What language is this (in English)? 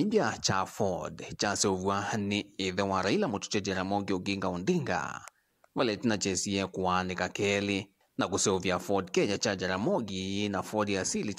Kamba